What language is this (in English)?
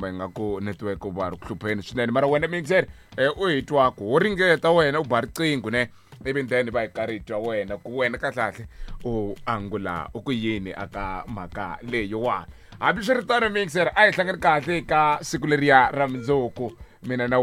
Tsonga